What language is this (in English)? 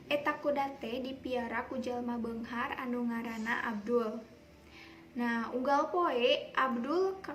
Sundanese